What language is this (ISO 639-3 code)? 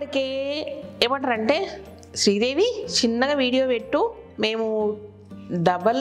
tel